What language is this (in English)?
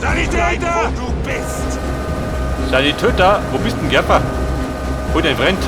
Bavarian